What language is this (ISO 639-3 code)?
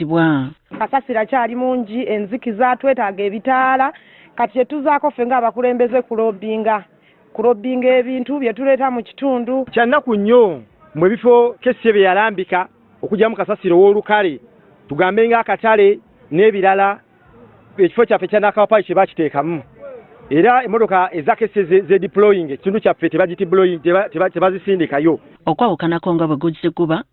lug